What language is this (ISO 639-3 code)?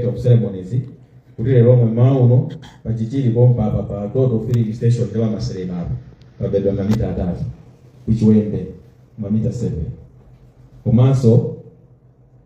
nya